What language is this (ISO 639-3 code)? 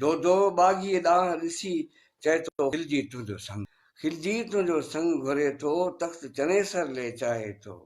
snd